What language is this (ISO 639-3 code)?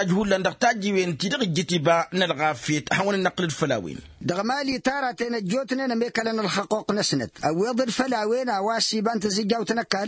taq